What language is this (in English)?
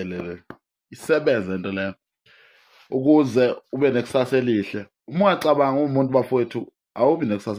Zulu